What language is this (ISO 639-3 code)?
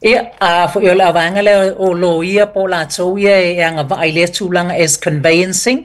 smo